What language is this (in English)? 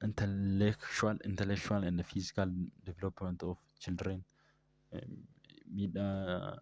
Oromo